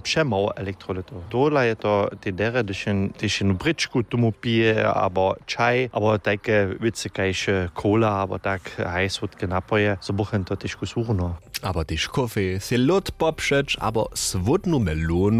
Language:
Upper Sorbian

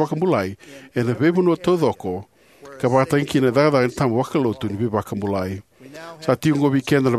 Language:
Fijian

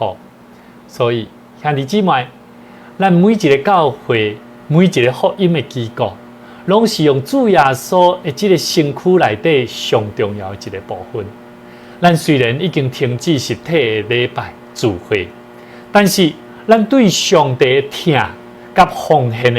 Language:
Min Nan Chinese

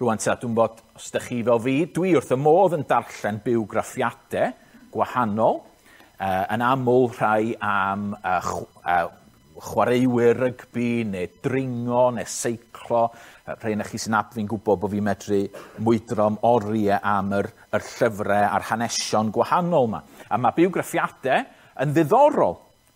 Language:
Welsh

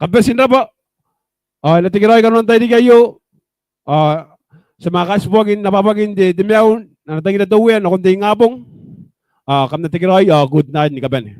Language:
Gilbertese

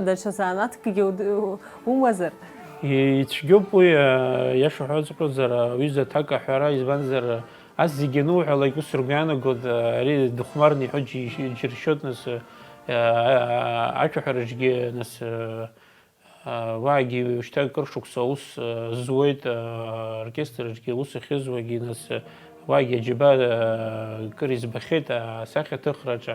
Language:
Abkhazian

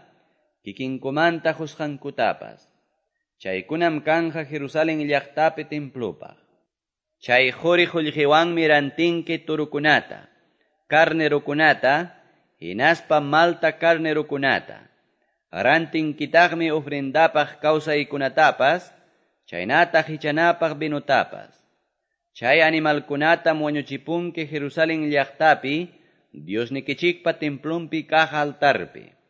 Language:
Quechua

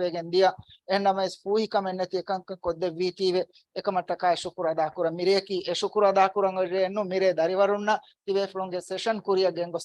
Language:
Divehi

